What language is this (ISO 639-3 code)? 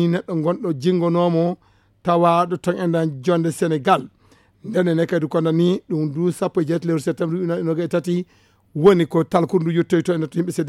ful